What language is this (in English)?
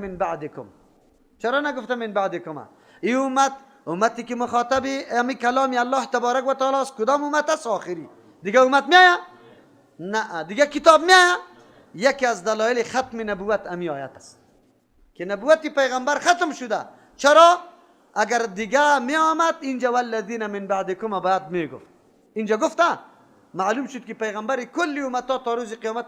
Persian